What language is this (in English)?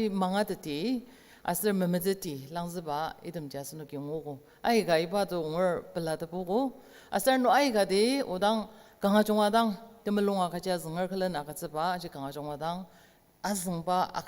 Ao Naga